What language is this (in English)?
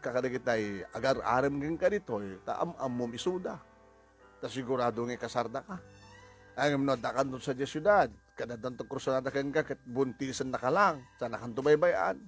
Iloko